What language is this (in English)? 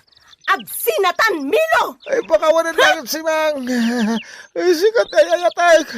Iloko